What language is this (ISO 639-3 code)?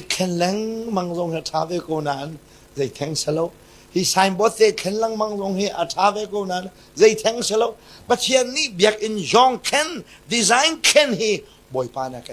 cnh